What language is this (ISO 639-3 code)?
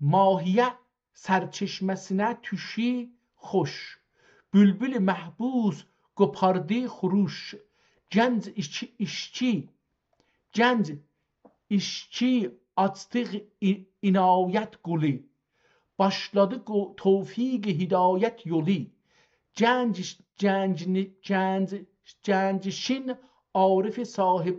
azb